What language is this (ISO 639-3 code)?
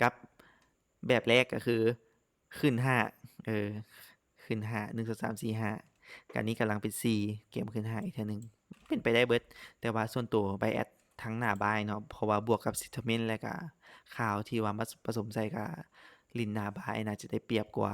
lao